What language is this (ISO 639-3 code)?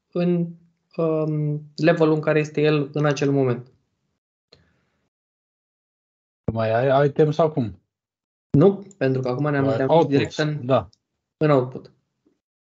ron